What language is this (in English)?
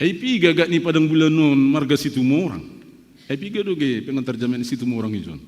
Batak Simalungun